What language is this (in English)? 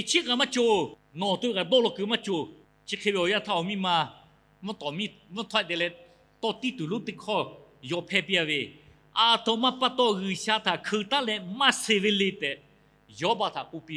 Lahu